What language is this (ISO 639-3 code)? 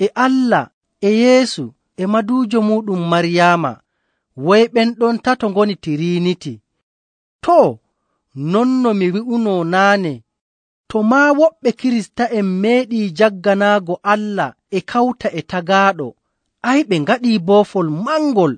fuv